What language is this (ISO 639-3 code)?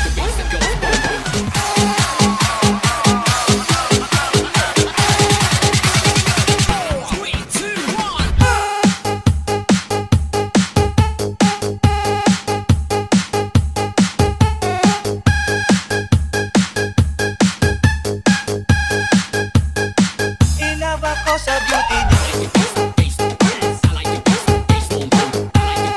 fil